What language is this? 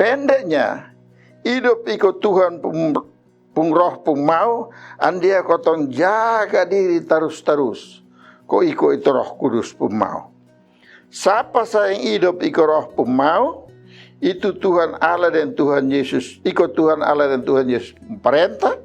Kupang Malay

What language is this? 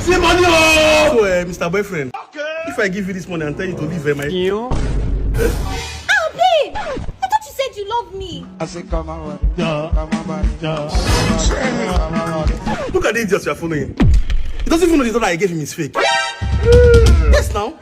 Nigerian Pidgin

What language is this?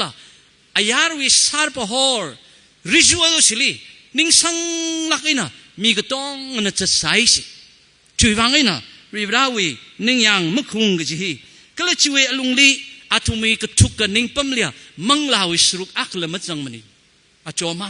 Tangkhul Naga (India)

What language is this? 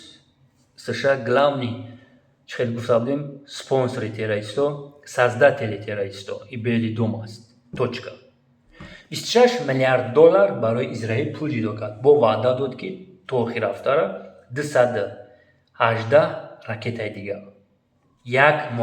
Tajik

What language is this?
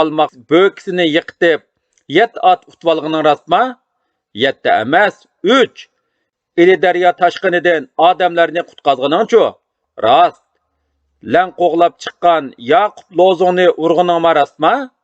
Uyghur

